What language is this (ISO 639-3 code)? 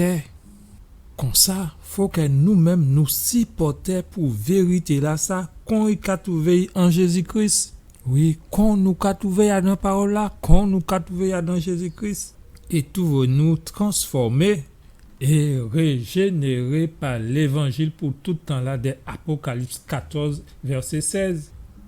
gcf